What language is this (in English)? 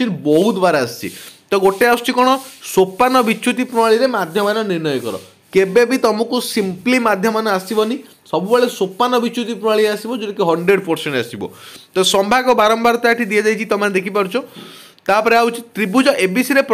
Odia